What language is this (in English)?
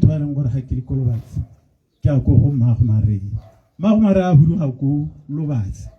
Tswana